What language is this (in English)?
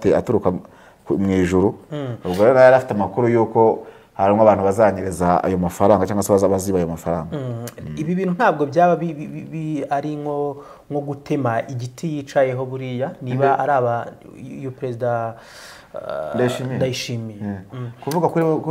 Kinyarwanda